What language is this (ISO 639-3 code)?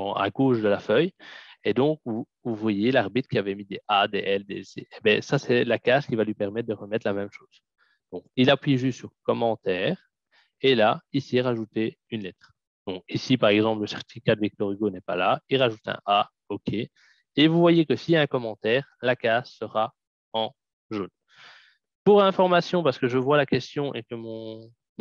fra